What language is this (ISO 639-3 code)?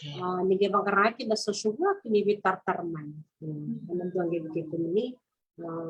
fij